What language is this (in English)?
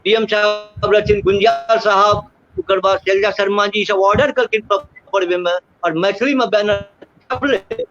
Maithili